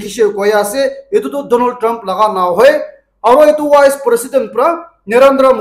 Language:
Naga Pidgin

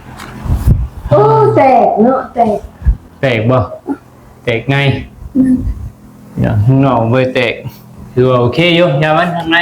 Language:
Lao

